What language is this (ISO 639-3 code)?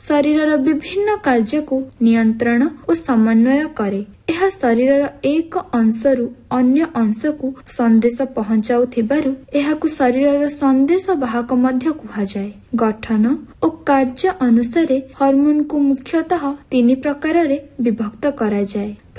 ori